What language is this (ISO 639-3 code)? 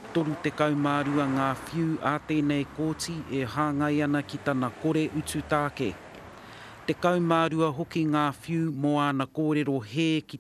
mri